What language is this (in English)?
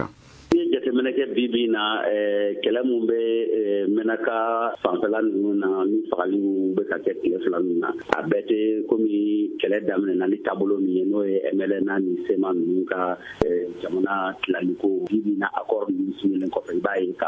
Bambara